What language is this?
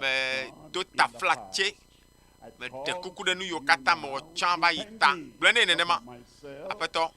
Ewe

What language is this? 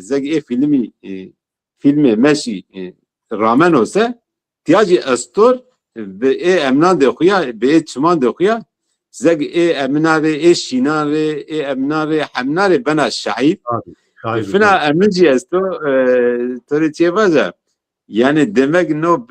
Zaza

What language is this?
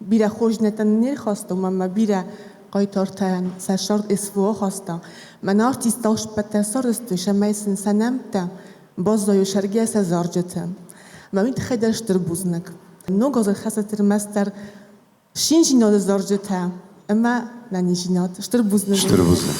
Ossetic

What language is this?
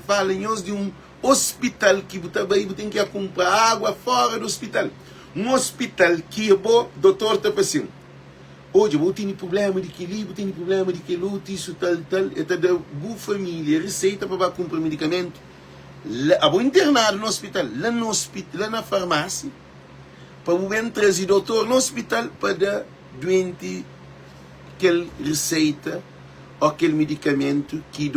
Kabuverdianu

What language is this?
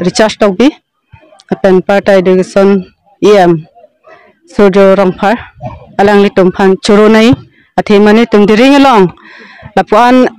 Karbi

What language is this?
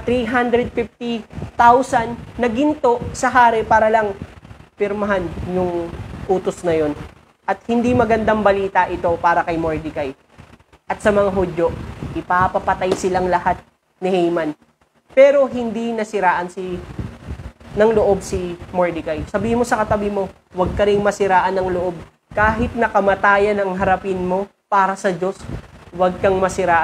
Filipino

